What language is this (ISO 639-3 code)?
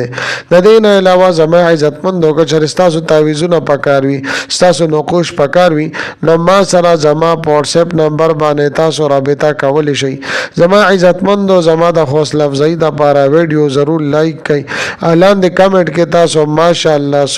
pus